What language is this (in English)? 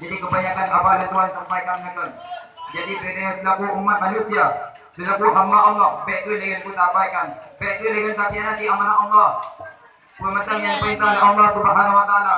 Achinese